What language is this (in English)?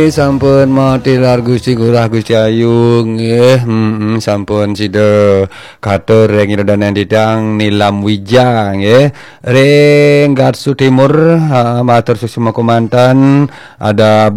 Balinese